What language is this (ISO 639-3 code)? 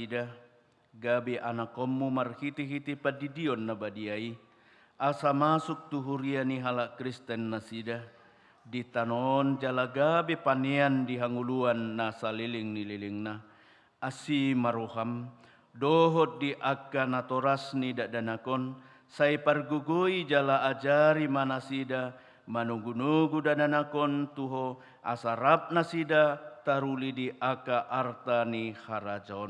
bbc